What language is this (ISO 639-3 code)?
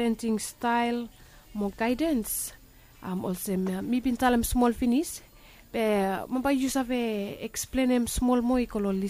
bis